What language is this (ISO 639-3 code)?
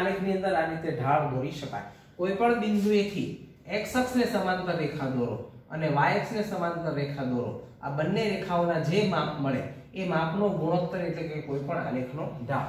guj